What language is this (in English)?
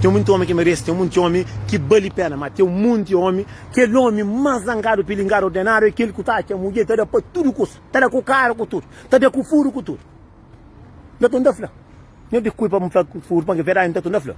Kabuverdianu